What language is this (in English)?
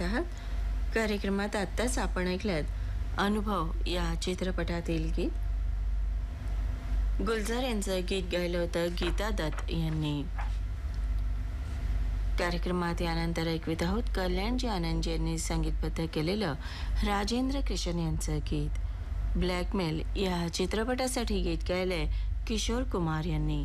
Marathi